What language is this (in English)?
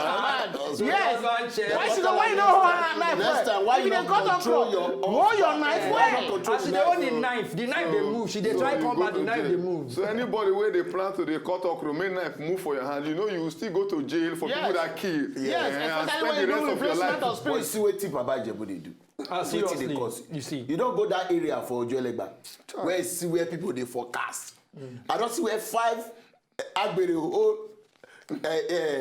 Nigerian Pidgin